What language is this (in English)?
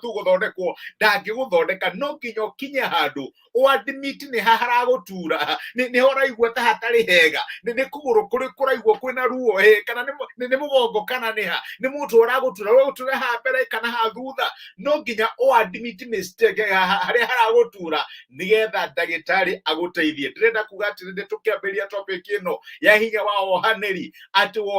Kikuyu